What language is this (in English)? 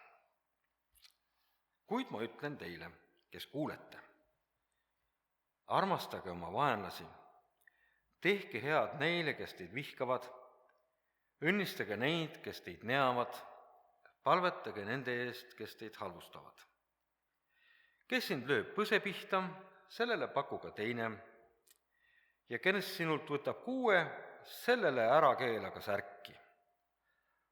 Estonian